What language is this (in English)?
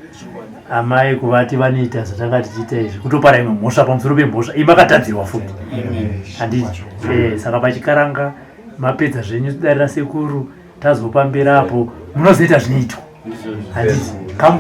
Shona